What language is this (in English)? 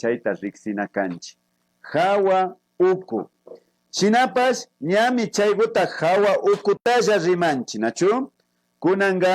Imbabura Highland Quichua